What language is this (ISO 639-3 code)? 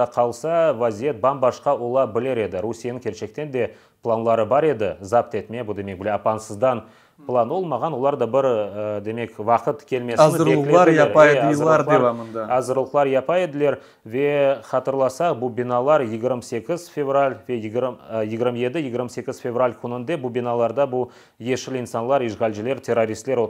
crh